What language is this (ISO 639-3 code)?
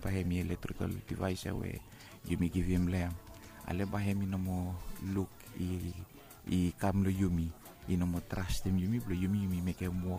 bis